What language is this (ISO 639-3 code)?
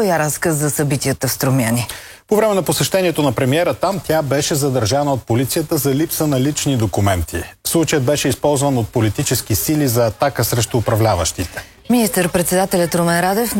bul